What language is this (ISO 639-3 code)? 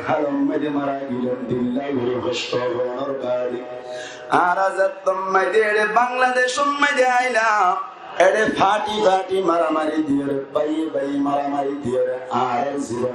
rhg